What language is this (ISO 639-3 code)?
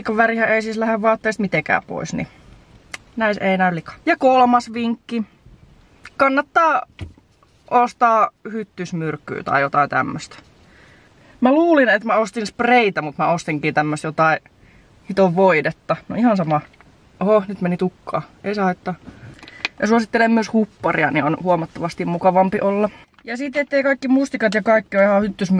fin